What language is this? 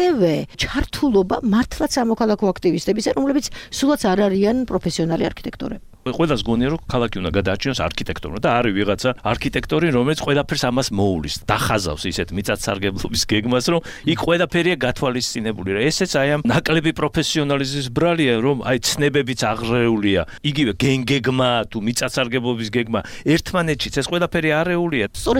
Georgian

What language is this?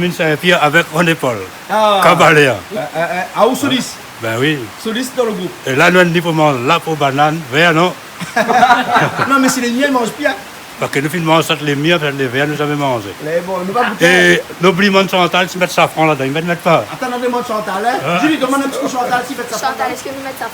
Réunion Creole French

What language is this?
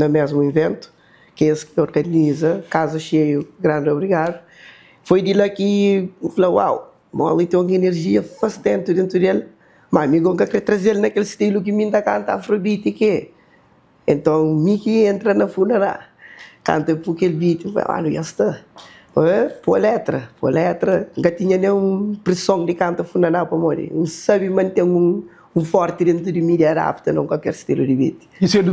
Kabuverdianu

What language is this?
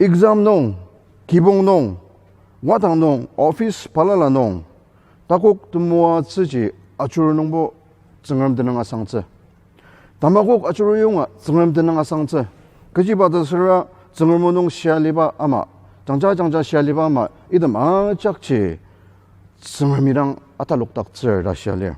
Ao Naga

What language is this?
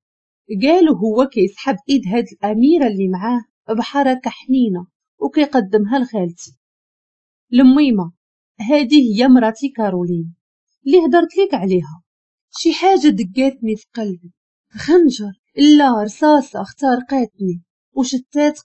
Moroccan Arabic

